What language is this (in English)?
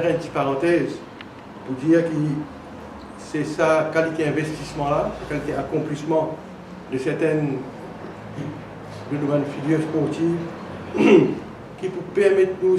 Morisyen